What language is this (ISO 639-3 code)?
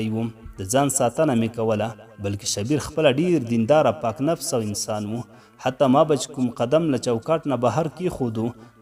pus